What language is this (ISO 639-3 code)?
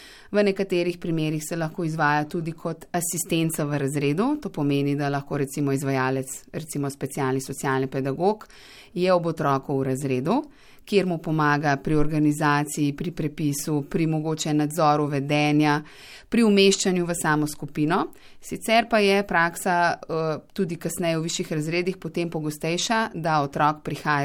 slv